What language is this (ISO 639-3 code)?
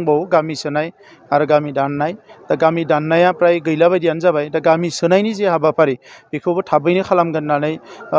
brx